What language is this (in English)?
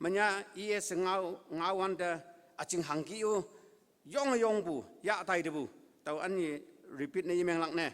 Konyak Naga